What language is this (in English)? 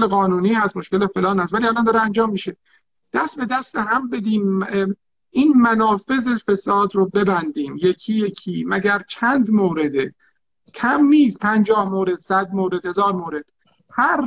Persian